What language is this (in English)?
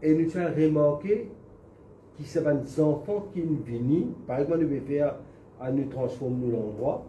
Morisyen